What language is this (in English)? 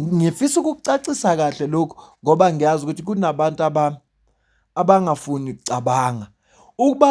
Zulu